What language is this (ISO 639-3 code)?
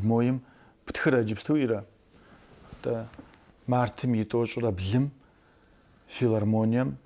kbd